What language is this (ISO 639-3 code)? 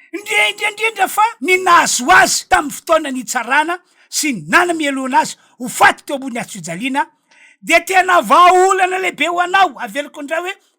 mlg